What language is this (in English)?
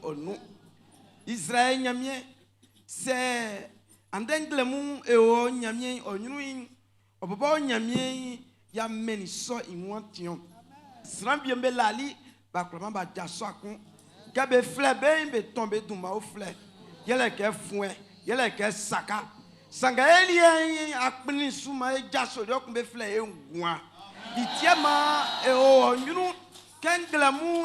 Baoulé